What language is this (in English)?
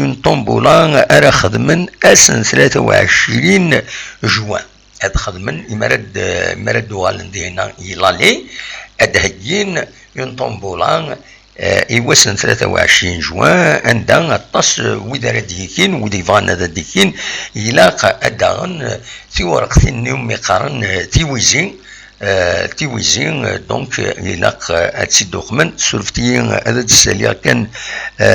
Kabyle